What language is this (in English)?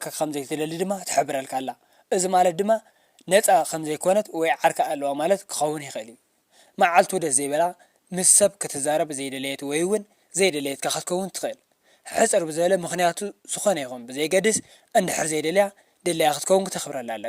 Tigrinya